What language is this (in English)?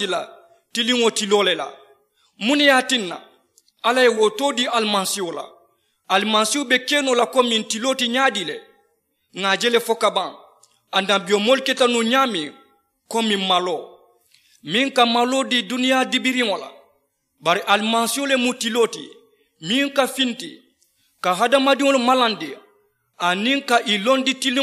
Mandingo